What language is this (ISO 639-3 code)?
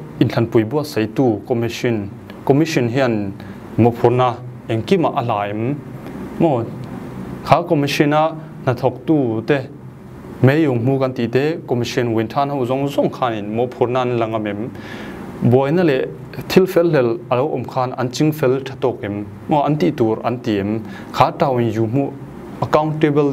cfm